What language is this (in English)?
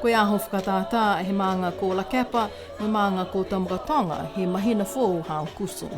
Niuean